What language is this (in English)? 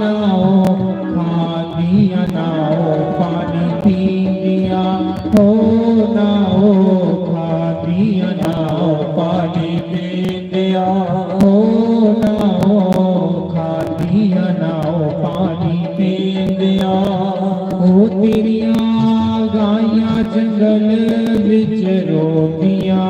Dogri